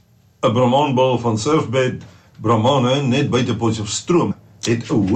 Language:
Afrikaans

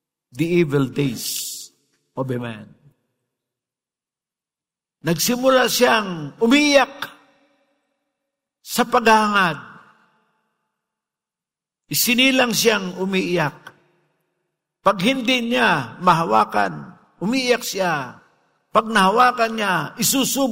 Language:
Filipino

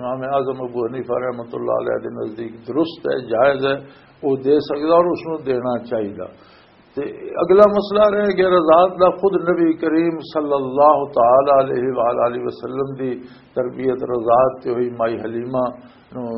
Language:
Western Panjabi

